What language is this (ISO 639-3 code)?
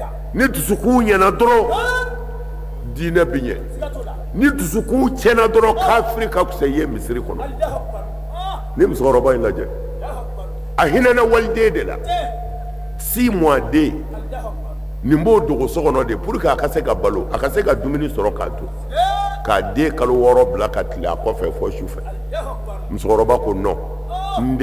bam